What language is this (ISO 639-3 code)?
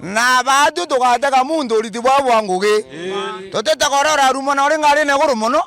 mer